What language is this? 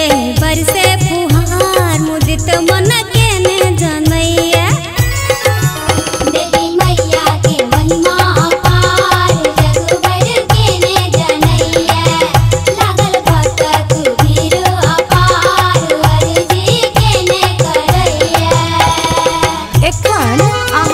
Maithili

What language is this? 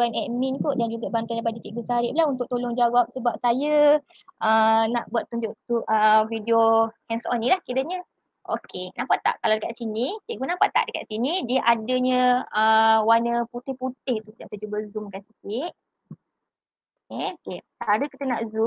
Malay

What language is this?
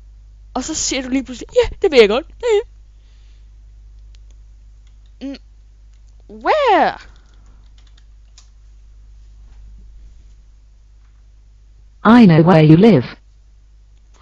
Danish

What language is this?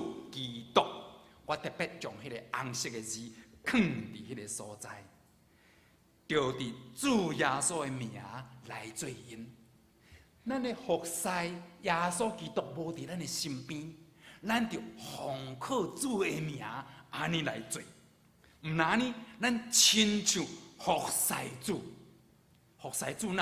Min Nan Chinese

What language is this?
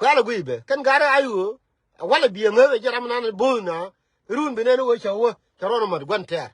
Nuer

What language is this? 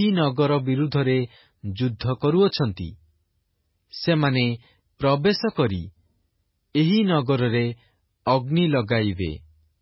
Odia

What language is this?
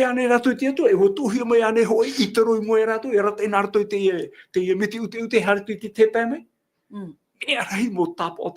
Tahitian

